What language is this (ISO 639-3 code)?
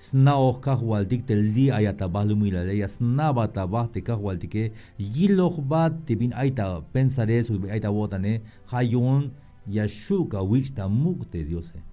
tzh